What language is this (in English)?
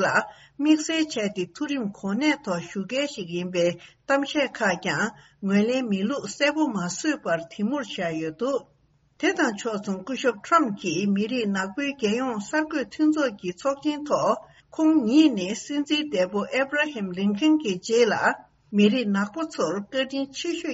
Tibetan